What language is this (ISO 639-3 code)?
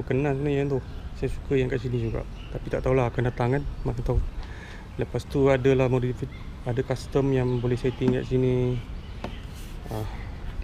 msa